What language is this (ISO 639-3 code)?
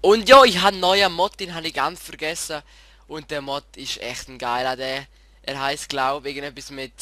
gsw